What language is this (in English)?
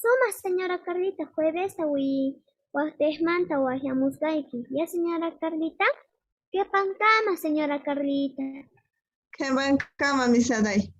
South Bolivian Quechua